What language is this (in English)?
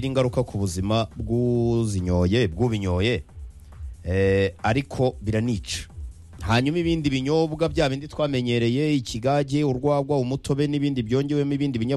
Kinyarwanda